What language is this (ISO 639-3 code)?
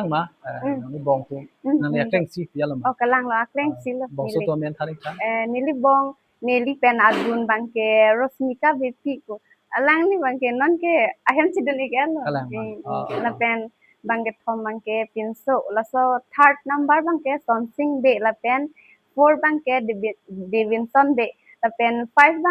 mjw